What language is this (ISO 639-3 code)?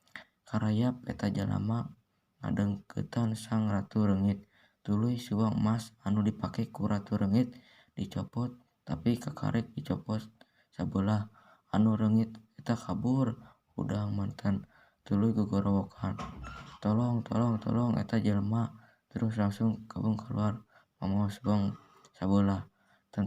sun